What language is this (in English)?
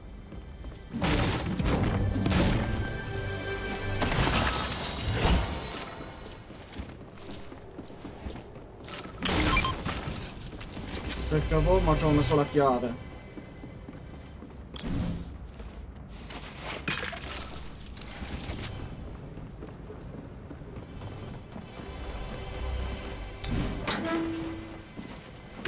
Italian